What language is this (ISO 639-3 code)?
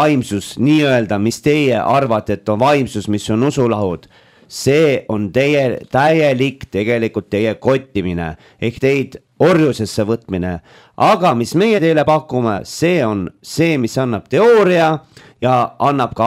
est